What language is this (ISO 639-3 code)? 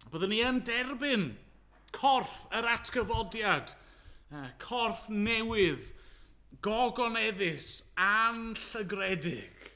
cym